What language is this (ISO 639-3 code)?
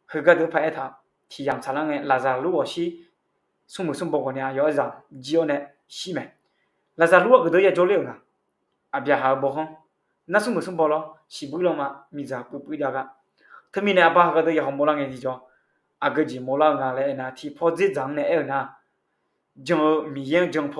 ahk